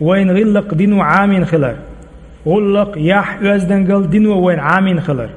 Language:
Chechen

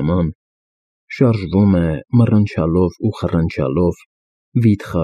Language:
Armenian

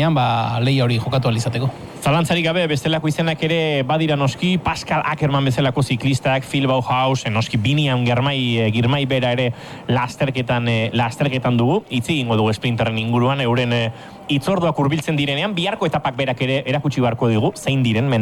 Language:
Basque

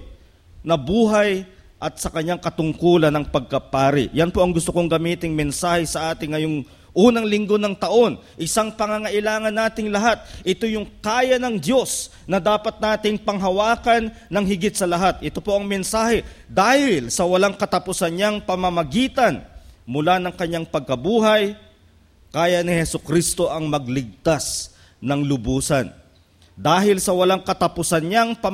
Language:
Filipino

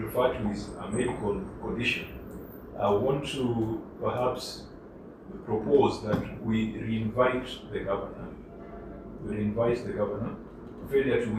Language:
Gusii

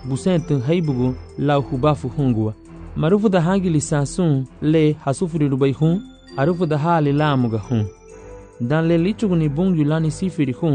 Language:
Garifuna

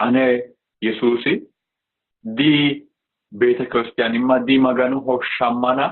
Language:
Sidamo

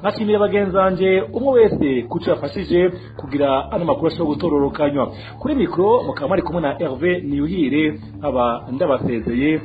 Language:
Rundi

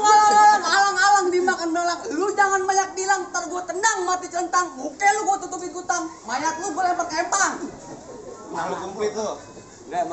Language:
Betawi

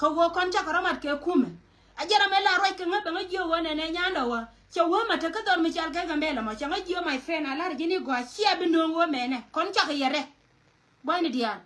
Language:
Nuer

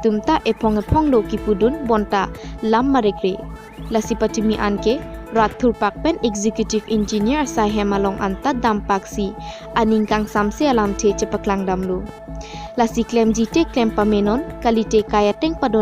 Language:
Karbi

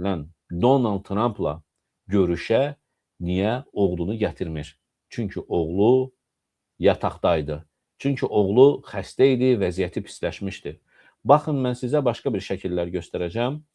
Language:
Azerbaijani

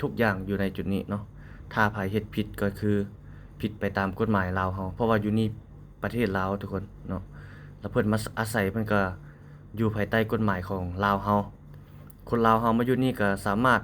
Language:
Lao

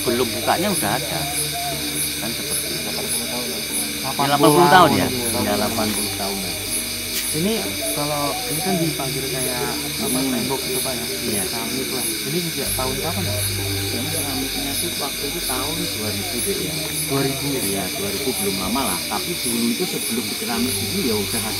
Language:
Indonesian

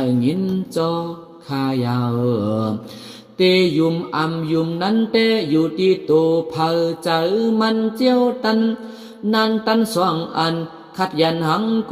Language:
Shan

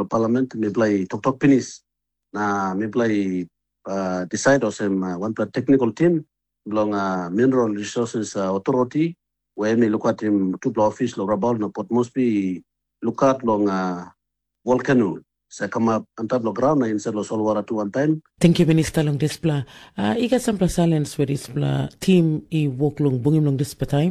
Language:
Tok Pisin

